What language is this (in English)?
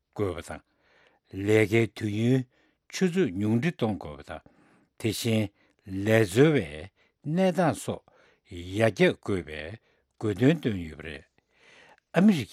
Tibetan